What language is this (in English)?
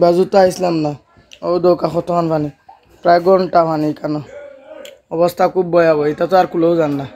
Sylheti